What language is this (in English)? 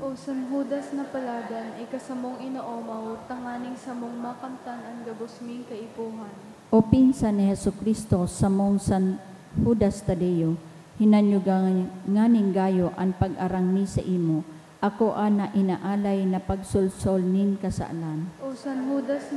Bikol